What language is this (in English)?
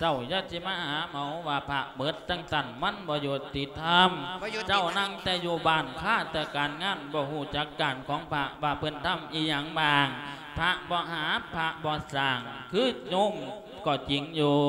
Lao